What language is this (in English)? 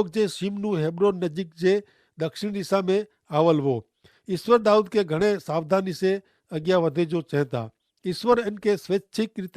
Kachhi